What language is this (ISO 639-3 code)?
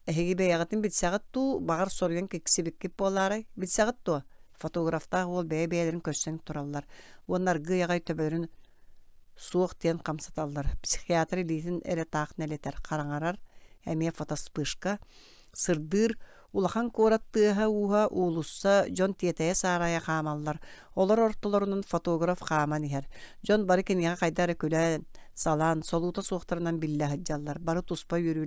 sah